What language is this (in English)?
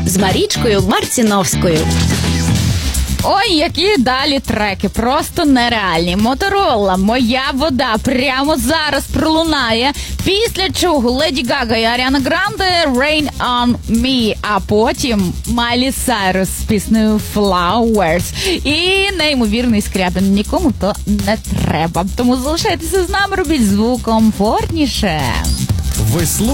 Ukrainian